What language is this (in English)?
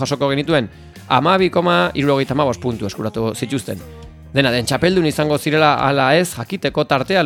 Basque